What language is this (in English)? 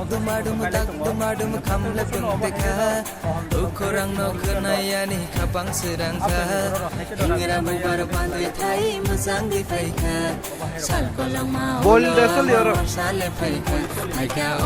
Kok Borok